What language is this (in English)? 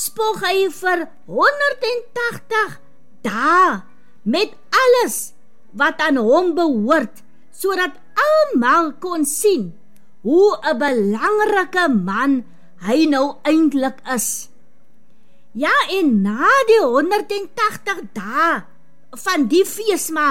Afrikaans